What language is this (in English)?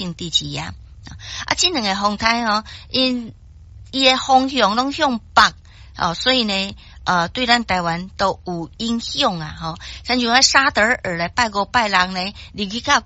Min Nan Chinese